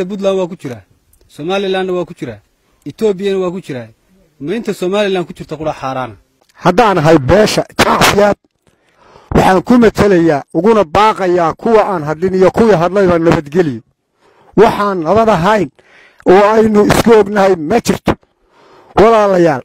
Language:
Somali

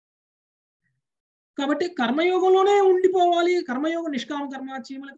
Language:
Telugu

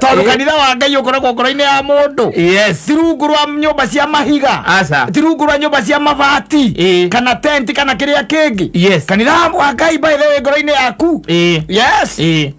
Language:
Kikuyu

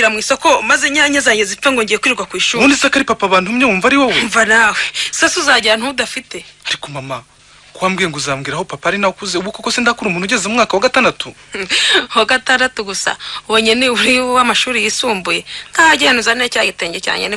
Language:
Kinyarwanda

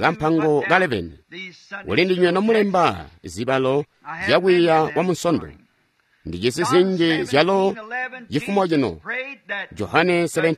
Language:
Tonga (Zambia)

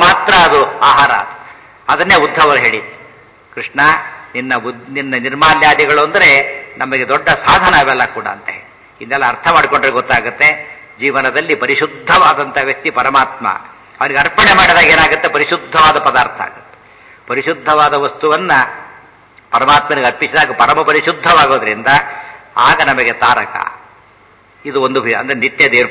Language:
Kannada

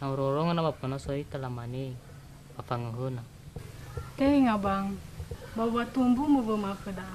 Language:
Nias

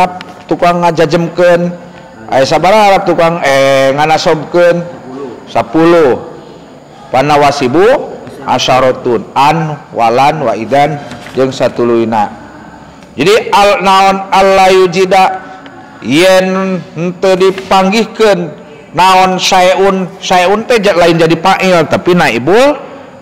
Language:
Sundanese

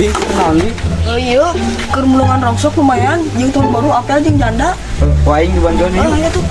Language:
Sundanese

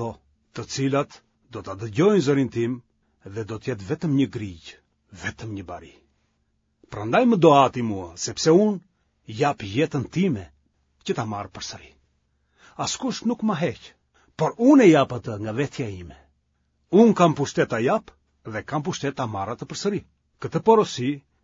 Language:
Albanian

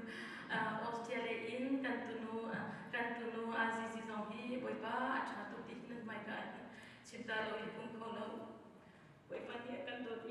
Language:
Hakha Chin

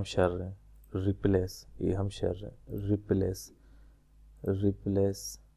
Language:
Baluchi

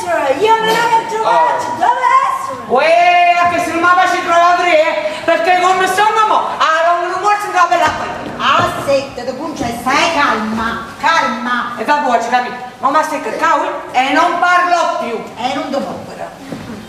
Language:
Neapolitan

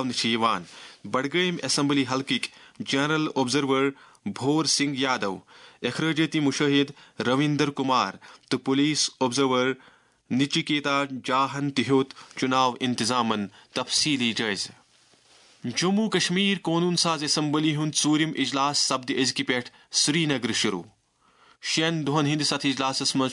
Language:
Kashmiri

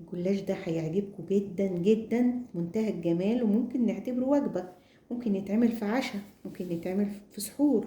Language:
Egyptian Arabic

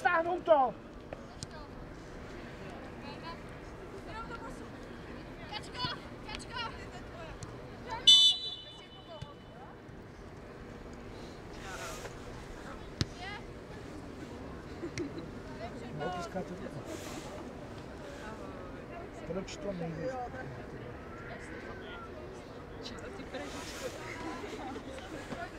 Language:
Czech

